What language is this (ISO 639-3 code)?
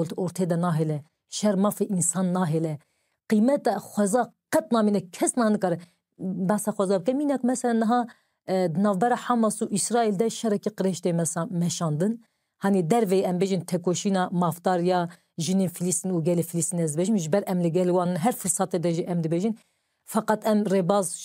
kur